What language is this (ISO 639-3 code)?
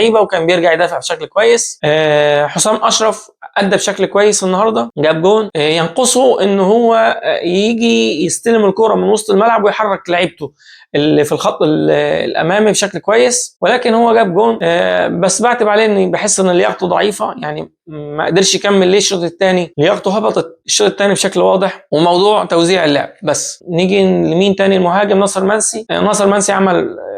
arz